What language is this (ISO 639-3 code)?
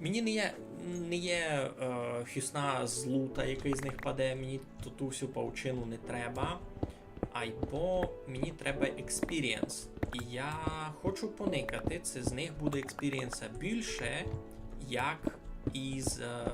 rue